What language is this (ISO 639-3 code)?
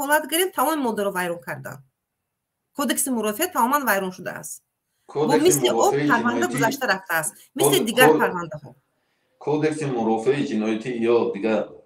tgk